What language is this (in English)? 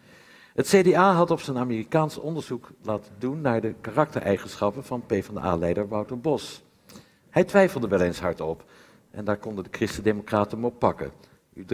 Dutch